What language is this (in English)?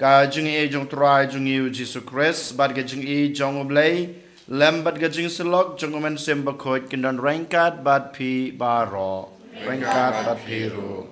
Khasi